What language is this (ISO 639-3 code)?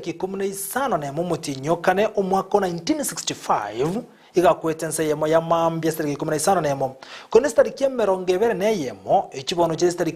guz